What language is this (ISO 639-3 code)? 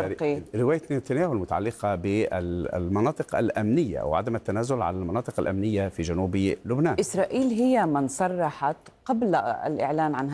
ara